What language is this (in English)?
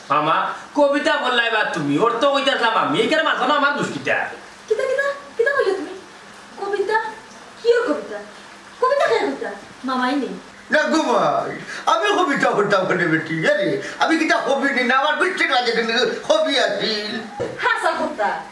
Sylheti